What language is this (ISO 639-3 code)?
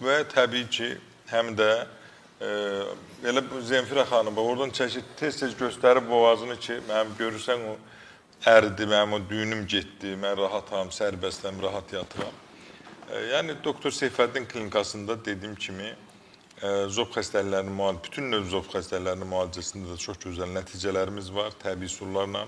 aze